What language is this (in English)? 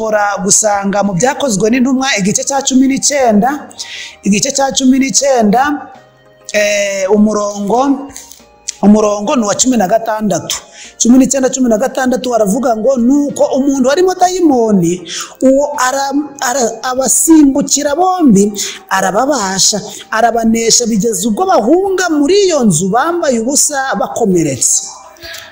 Kinyarwanda